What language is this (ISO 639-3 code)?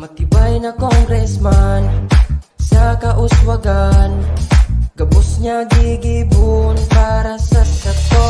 bik